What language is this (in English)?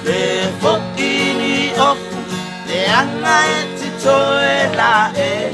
Samoan